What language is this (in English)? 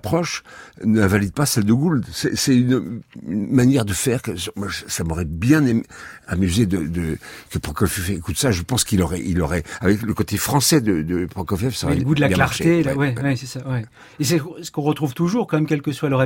French